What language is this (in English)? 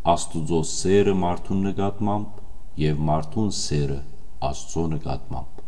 Western Armenian